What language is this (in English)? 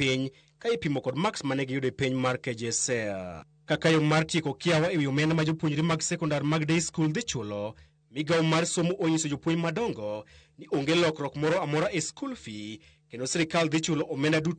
Luo (Kenya and Tanzania)